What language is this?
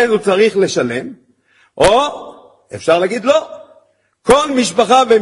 Hebrew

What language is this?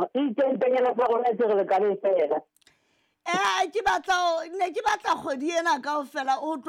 Southern Sotho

